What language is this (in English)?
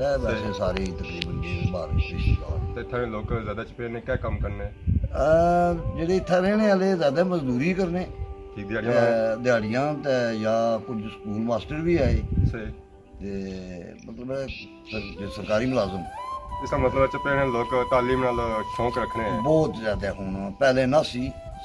Pahari-Potwari